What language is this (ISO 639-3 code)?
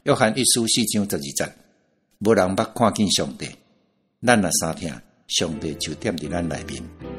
nan